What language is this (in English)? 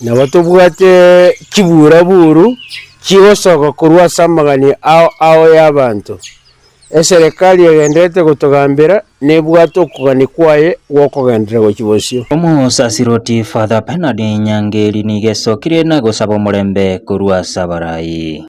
Gusii